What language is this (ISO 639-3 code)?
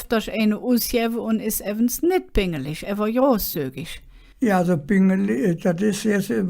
ksh